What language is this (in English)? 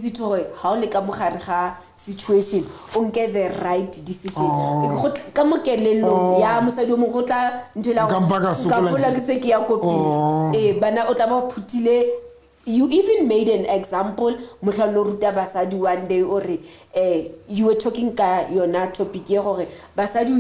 Southern Sotho